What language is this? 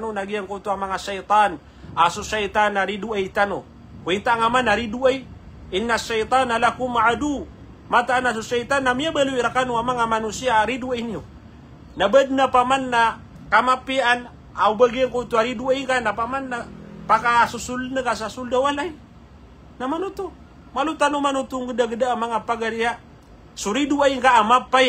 Maranao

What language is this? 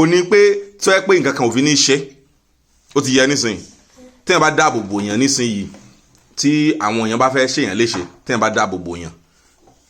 Yoruba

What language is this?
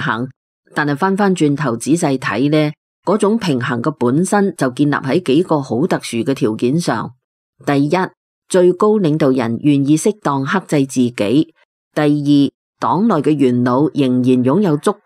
Cantonese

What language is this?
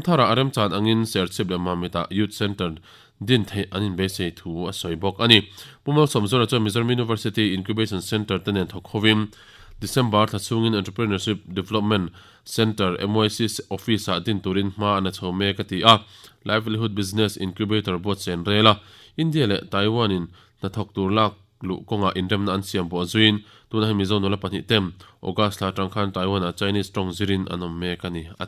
Mizo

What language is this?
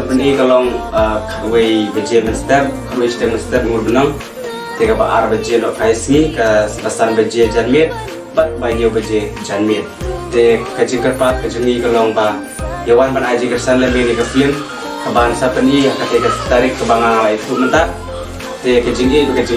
Khasi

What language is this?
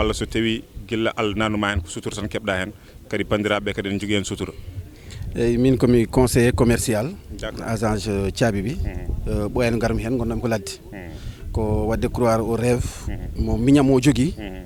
Fula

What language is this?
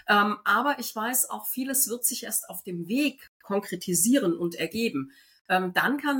German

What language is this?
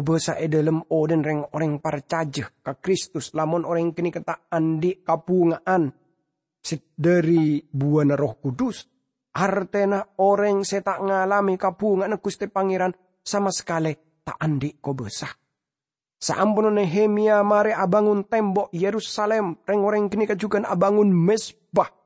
Madurese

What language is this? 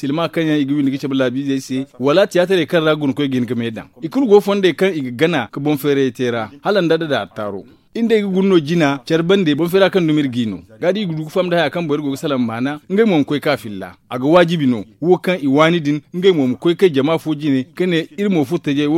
Zarma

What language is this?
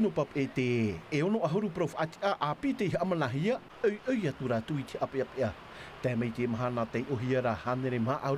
Tahitian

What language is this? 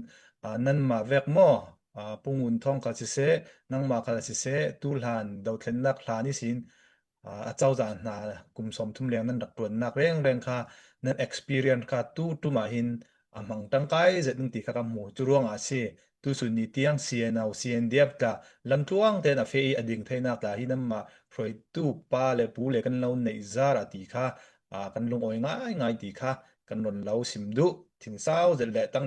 Hakha Chin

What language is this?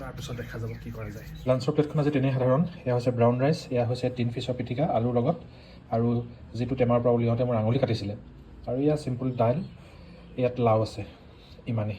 Assamese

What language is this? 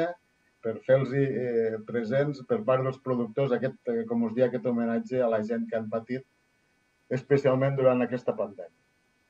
Catalan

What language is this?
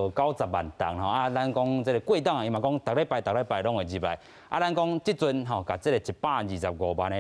Min Nan Chinese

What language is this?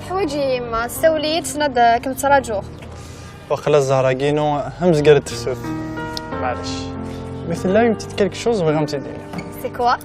Kabyle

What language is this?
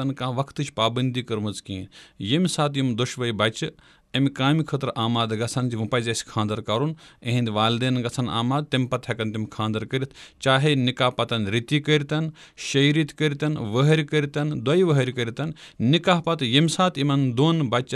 Kashmiri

